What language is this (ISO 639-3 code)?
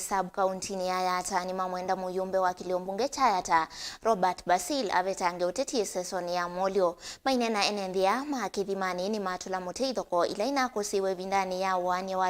kam